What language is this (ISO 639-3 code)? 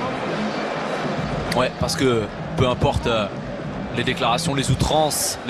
fra